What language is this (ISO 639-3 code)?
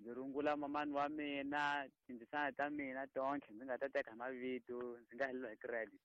tso